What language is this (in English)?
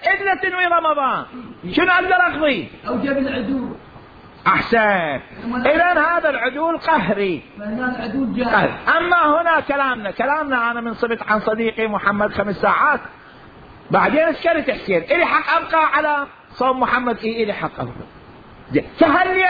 Mesopotamian Arabic